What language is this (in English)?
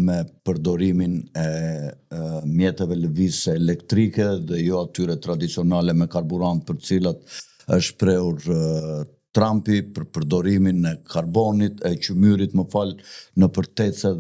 Albanian